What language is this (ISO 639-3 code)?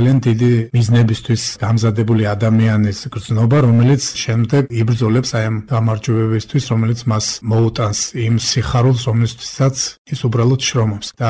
kat